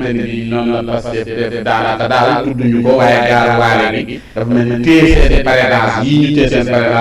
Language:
Wolof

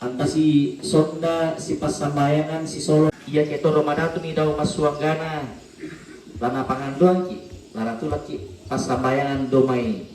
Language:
Toraja-Sa'dan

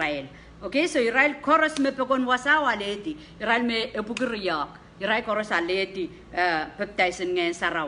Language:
Pohnpeian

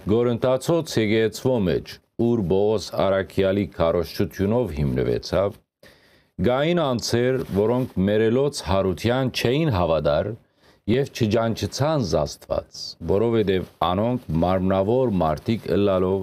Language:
Western Armenian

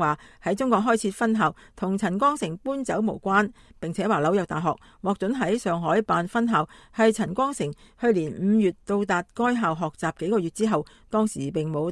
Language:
Cantonese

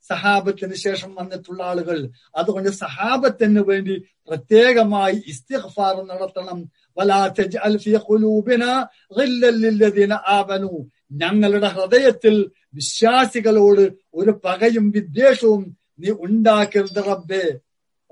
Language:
Malayalam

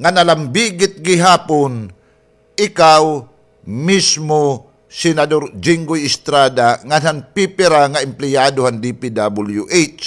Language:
Waray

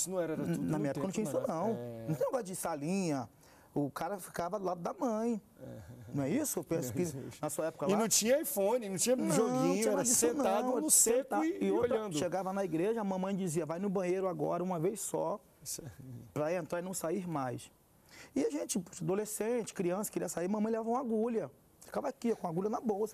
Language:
Portuguese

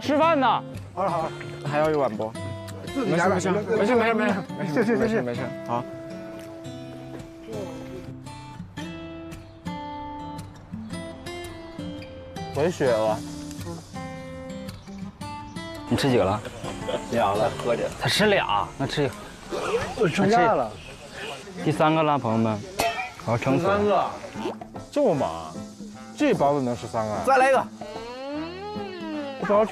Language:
Chinese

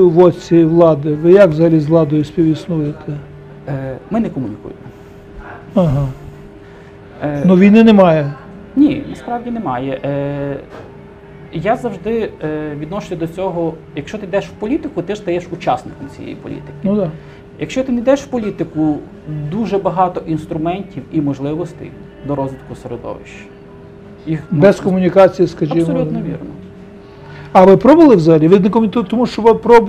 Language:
Ukrainian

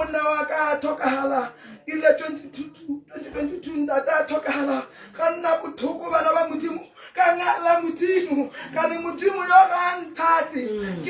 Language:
Tswana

